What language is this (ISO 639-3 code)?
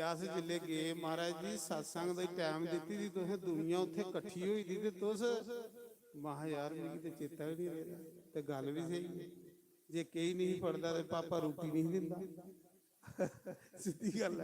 doi